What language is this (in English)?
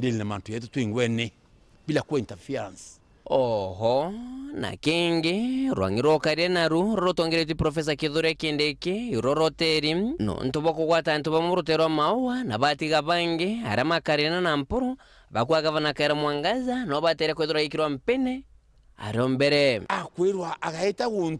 Meru